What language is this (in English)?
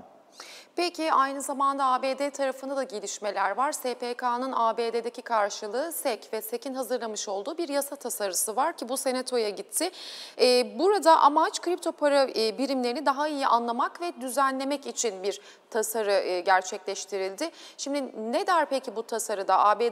Turkish